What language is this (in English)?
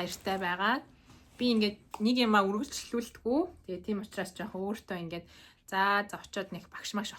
Mongolian